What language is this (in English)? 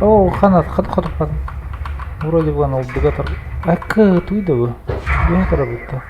Yakut